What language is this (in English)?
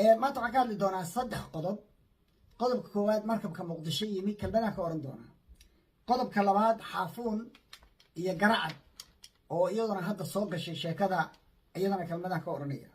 Somali